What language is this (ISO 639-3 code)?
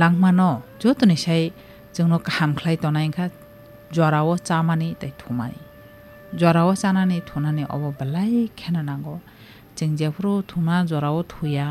trp